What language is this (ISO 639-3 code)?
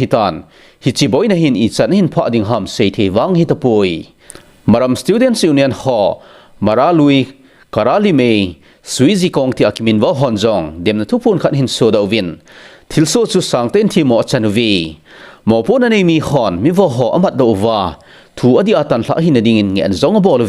tcz